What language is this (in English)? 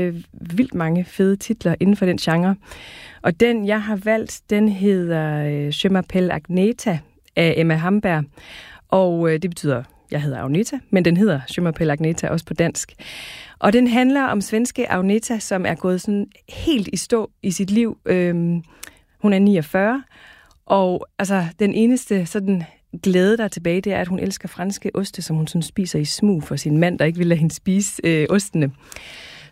Danish